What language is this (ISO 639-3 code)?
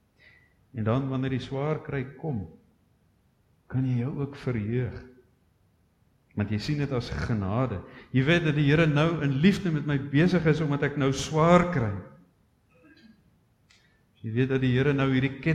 afr